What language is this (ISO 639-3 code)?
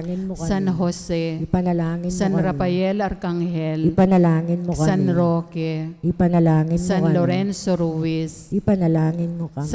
pam